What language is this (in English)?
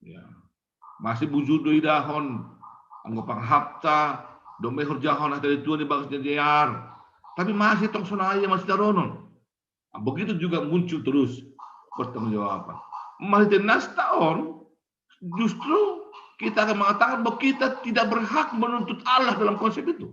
Batak Simalungun